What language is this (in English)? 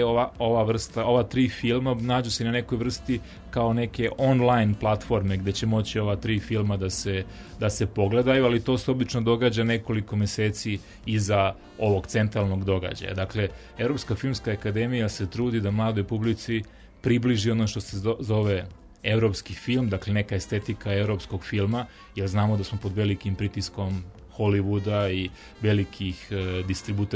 Serbian